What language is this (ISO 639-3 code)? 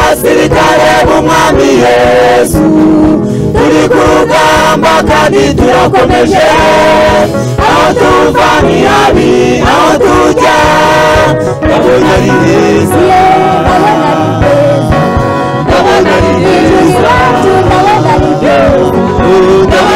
kin